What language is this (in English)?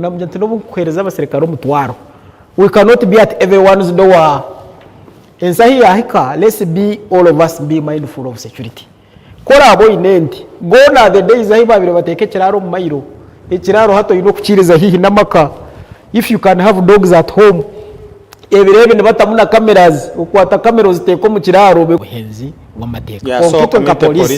Nyankole